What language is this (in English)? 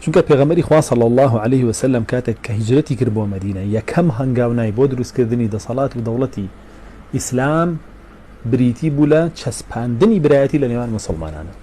Central Kurdish